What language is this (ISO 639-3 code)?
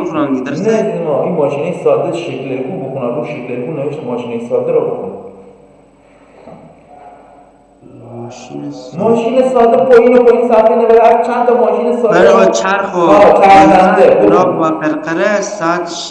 fas